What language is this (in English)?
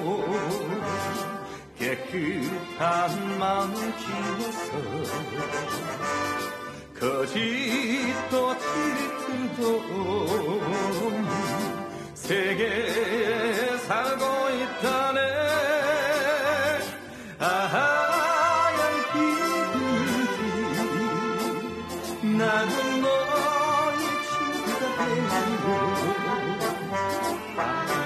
Korean